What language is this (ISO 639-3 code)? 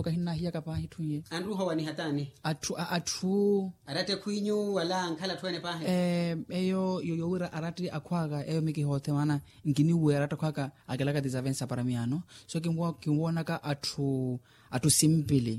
vmw